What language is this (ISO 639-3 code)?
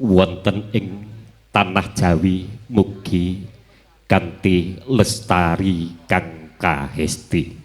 jav